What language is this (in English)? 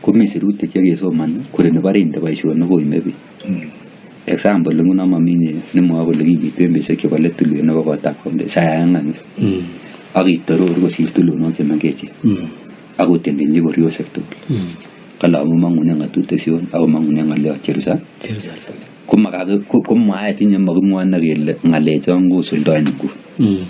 Kalenjin